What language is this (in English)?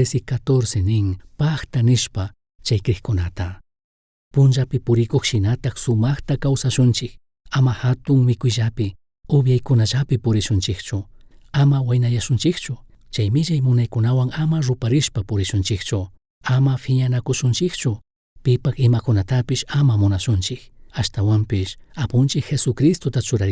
Chimborazo Highland Quichua